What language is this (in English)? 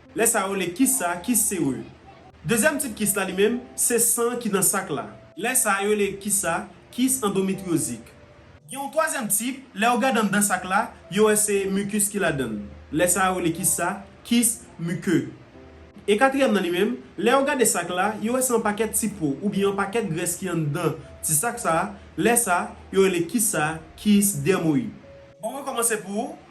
Haitian Creole